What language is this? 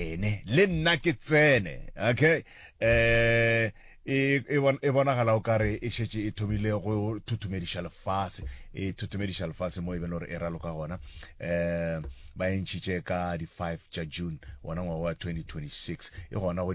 Northern Sotho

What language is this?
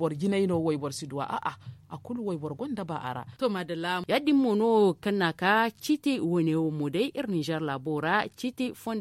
Zarma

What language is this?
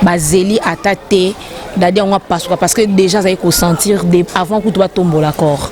Lingala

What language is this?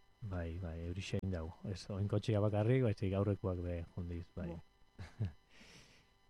Basque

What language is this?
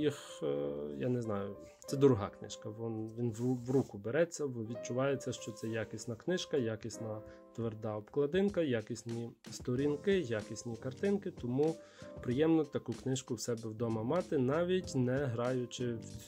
Ukrainian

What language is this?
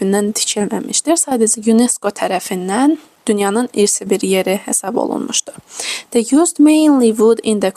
Azerbaijani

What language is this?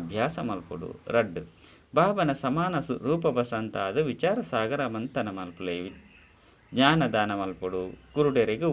Tulu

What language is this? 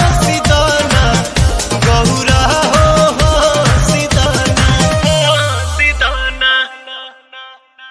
Bhojpuri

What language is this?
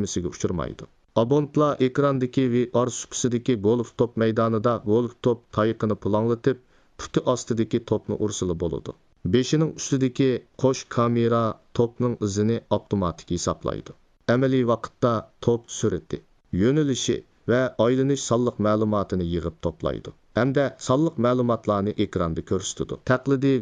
Uyghur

